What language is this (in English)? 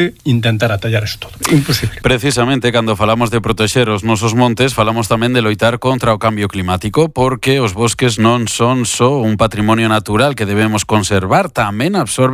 Galician